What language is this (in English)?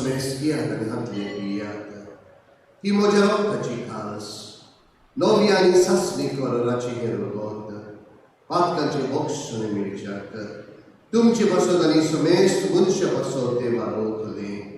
Konkani